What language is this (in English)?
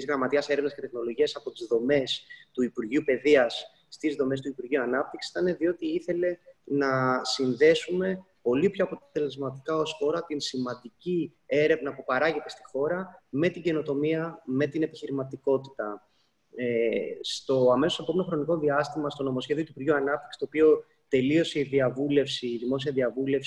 Greek